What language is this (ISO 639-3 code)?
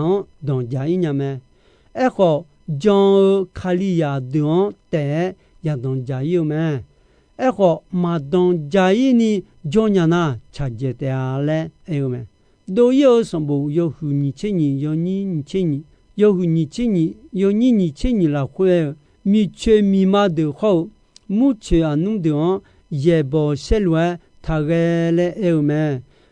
ahk